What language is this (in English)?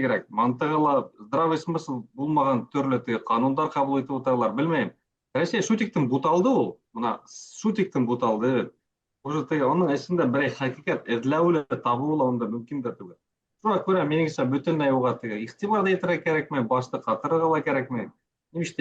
Bashkir